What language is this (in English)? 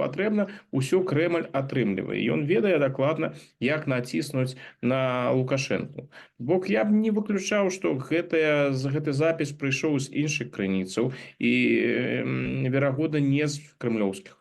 Belarusian